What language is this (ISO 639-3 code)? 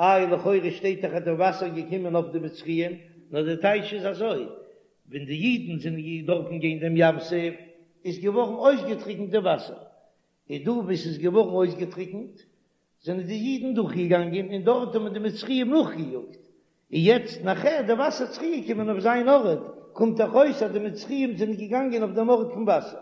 yid